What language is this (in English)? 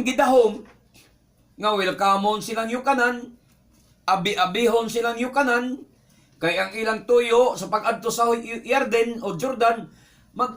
Cebuano